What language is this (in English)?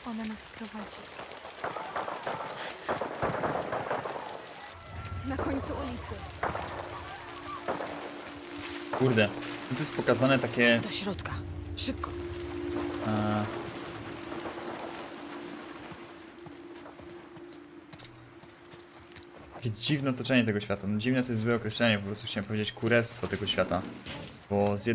Polish